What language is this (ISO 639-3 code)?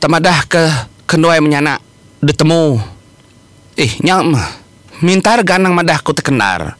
iba